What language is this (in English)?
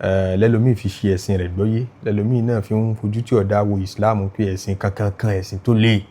Yoruba